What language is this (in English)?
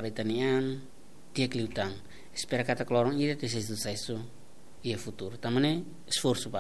Tetum